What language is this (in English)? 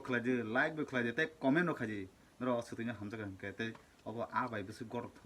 Kok Borok